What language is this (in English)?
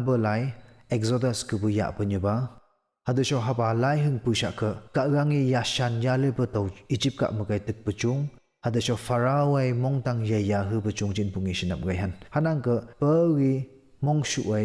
Phom Naga